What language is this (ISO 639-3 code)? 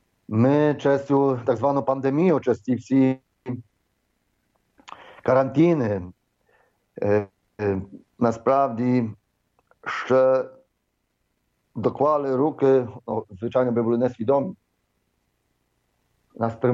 ukr